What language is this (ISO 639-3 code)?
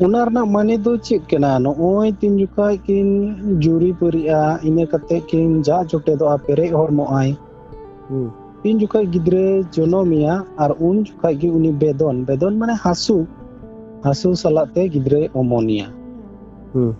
sat